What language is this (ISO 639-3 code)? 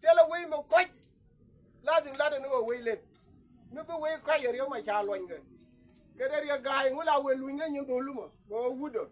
nus